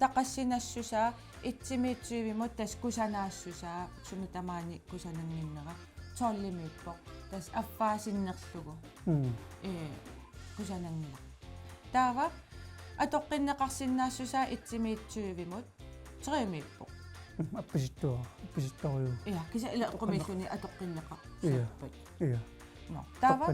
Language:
Kalaallisut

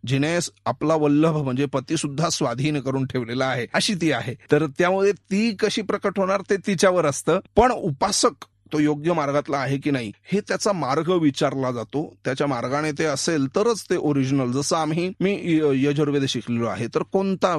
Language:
Marathi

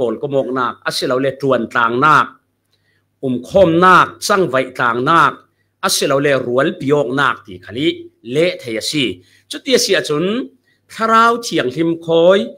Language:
Falam Chin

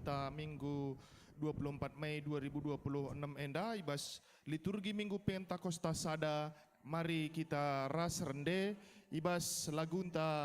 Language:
Batak Karo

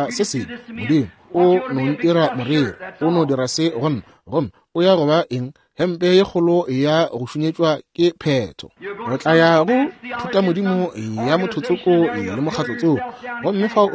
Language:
Northern Sotho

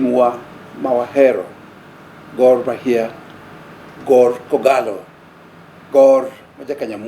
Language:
Luo (Kenya and Tanzania)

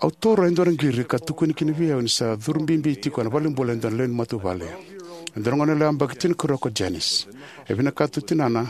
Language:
Fijian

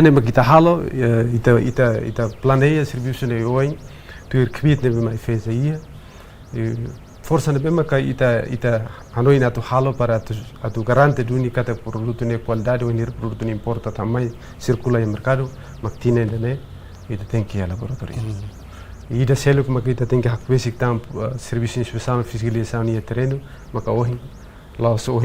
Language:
Tetum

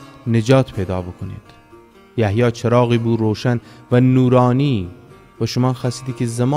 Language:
Gilaki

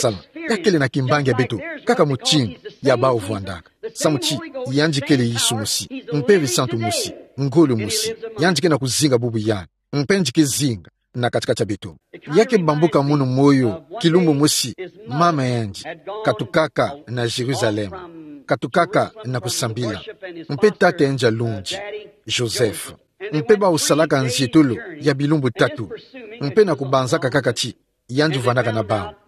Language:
Kituba (Democratic Republic of Congo)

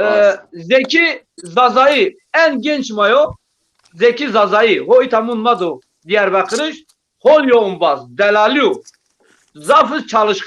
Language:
Zaza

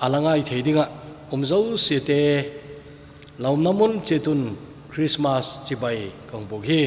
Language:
Thado Chin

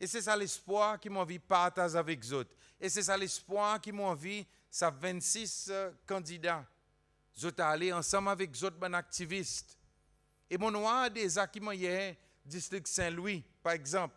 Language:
Seselwa Creole French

